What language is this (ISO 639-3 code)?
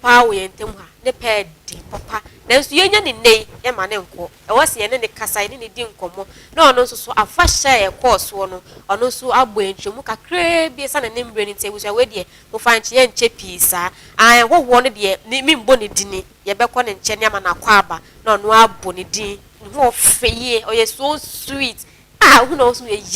aka